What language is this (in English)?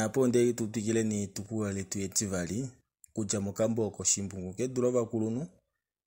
Kuanyama